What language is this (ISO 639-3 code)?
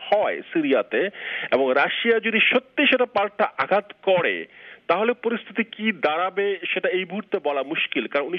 ben